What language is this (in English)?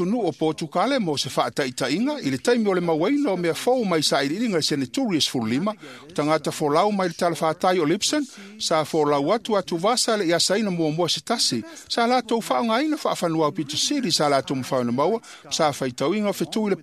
Samoan